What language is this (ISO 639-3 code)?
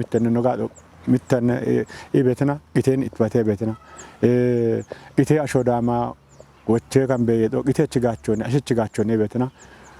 kbr